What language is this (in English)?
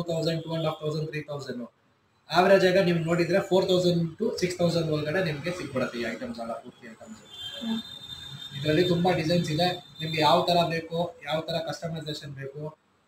Kannada